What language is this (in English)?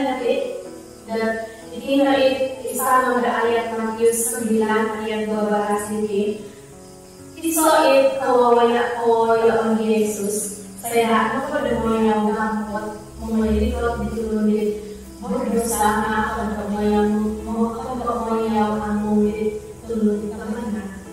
Central Dusun